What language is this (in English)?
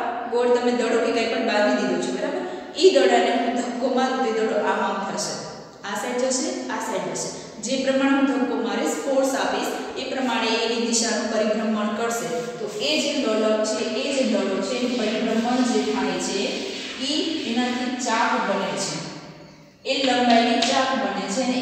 Gujarati